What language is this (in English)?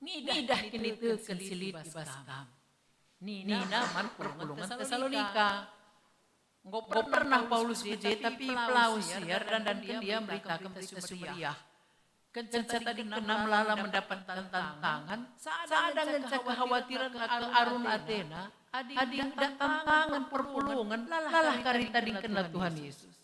Batak Karo